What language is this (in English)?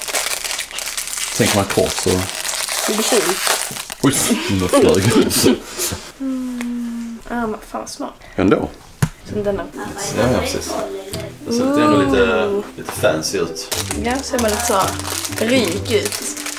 Swedish